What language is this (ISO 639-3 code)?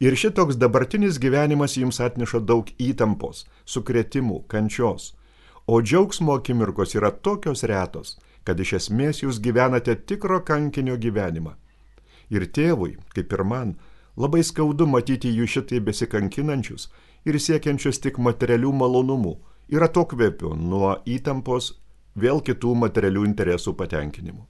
lit